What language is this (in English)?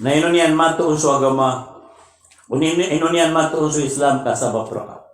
Maranao